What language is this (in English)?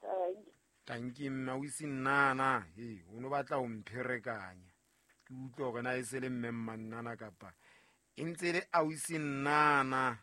Southern Sotho